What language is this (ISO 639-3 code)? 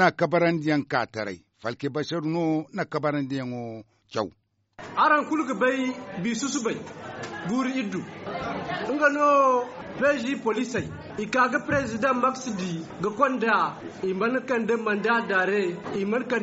dje